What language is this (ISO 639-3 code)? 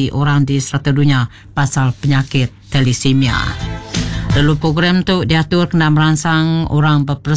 iba